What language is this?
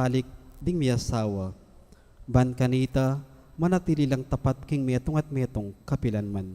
Pampanga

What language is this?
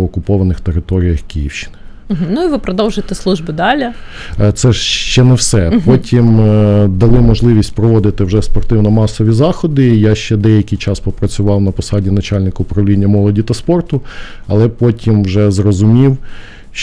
Ukrainian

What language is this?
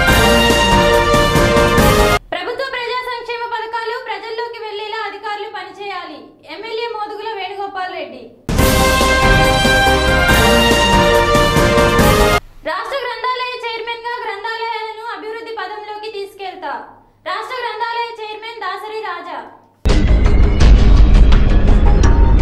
Telugu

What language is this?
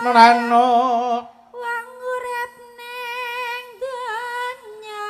Javanese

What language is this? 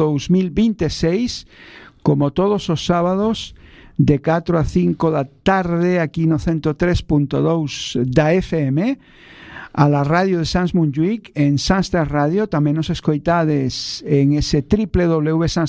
Galician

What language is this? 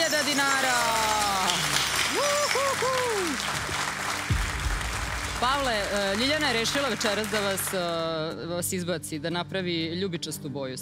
Serbian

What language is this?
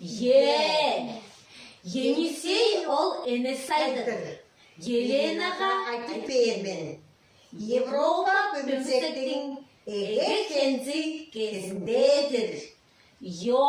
Tuvinian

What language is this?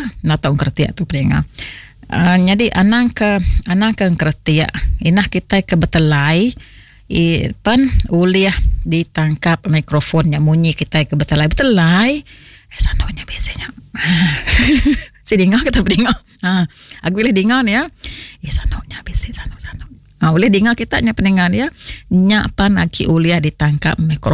Iban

